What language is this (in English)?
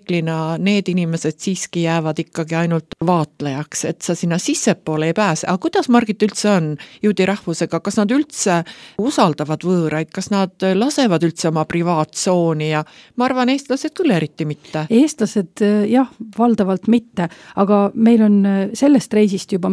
Estonian